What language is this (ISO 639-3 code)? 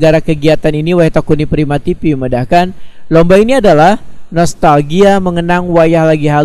bjn